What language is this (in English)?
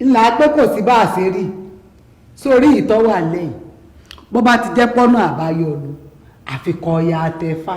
Yoruba